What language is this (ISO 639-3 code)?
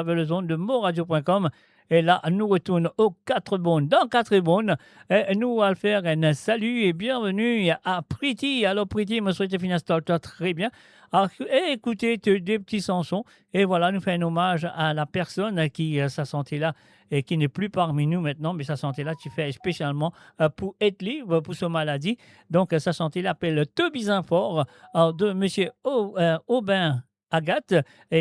mfe